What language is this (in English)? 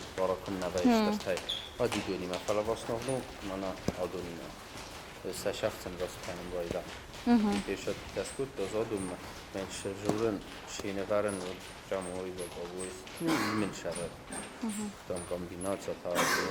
Ossetic